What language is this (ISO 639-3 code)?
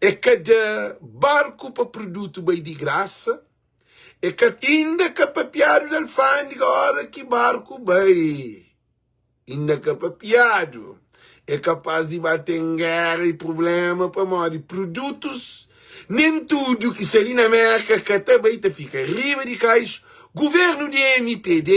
kea